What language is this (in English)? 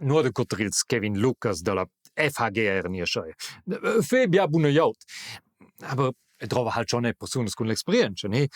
Romansh